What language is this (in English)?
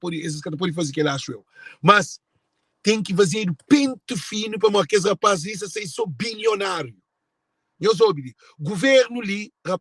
Kabuverdianu